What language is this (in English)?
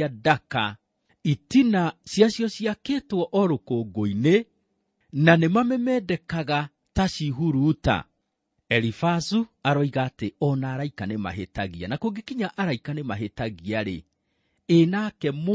Kikuyu